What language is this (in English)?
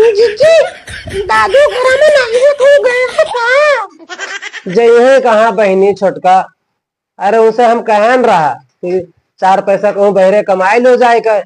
Awadhi